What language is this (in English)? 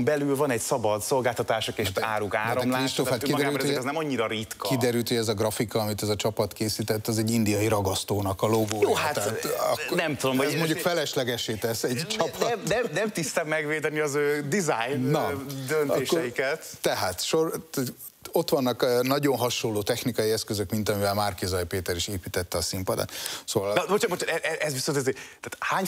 Hungarian